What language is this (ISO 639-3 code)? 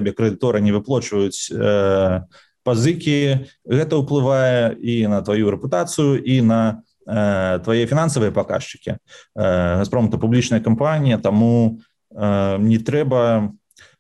bel